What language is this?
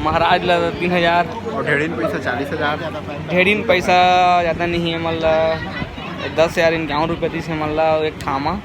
Chhattisgarhi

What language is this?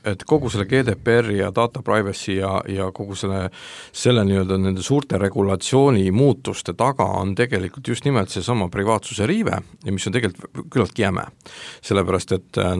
Estonian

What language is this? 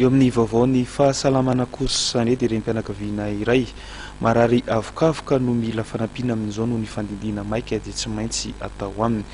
Malagasy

